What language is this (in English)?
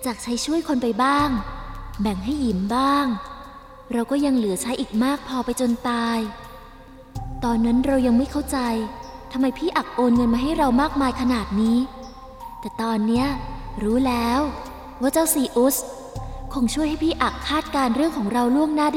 Thai